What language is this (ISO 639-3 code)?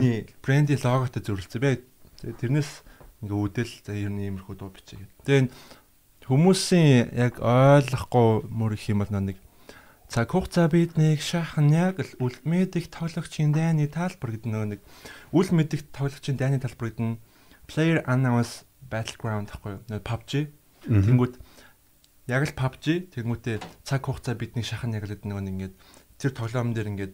mon